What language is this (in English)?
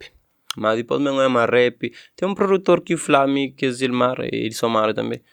Kabuverdianu